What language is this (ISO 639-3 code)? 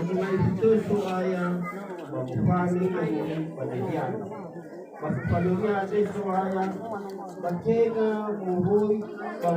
nia